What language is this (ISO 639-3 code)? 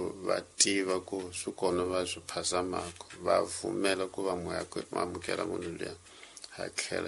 tso